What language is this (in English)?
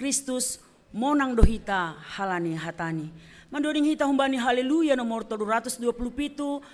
Batak Simalungun